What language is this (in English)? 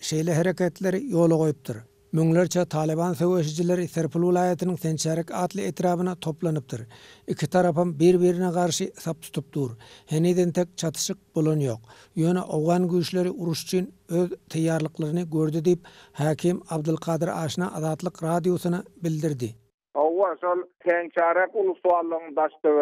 Turkmen